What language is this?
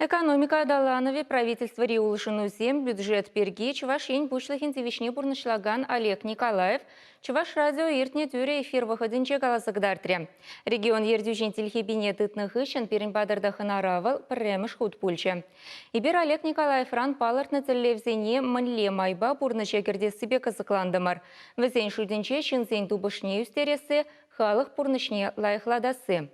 Chuvash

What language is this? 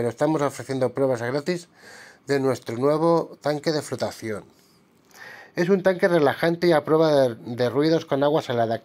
Spanish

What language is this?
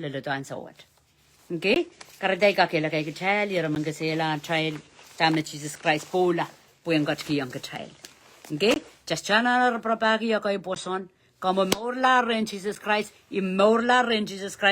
Pohnpeian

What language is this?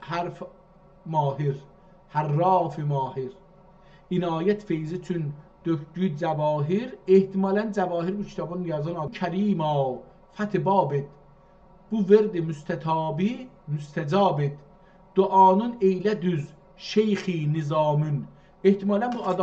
South Azerbaijani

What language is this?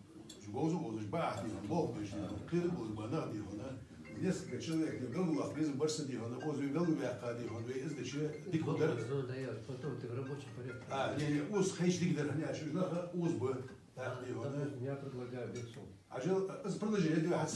Ingush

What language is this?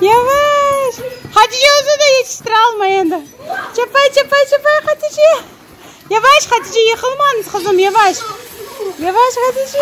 Crimean Tatar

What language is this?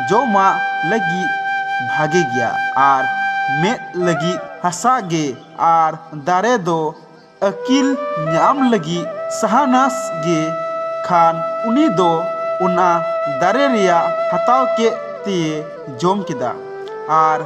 Santali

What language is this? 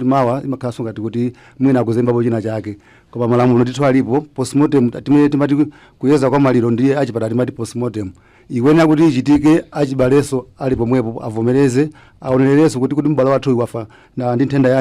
Nyanja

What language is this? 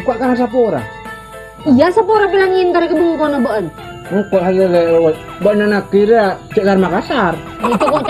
Madurese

